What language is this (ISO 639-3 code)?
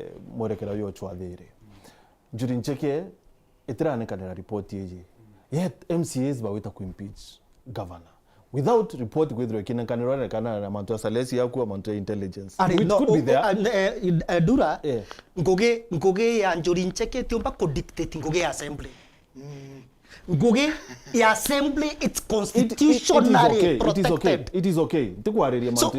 mer